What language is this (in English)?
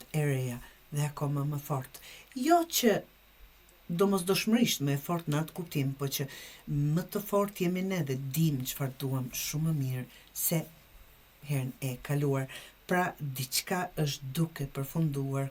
Albanian